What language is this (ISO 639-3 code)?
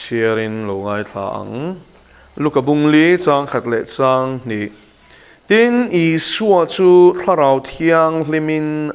lus